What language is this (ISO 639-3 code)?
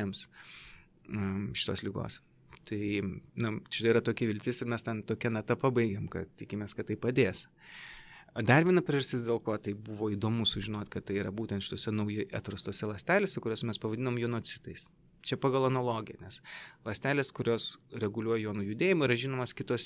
lit